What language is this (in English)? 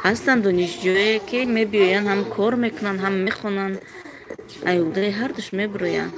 Tajik